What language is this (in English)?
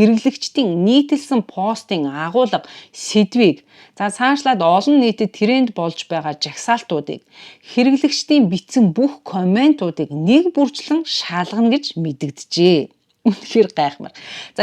Mongolian